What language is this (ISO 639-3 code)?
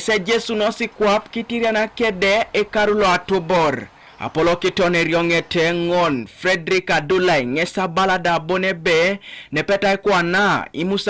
teo